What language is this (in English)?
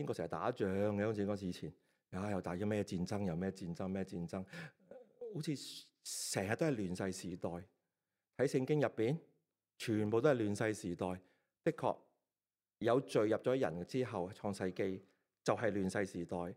Cantonese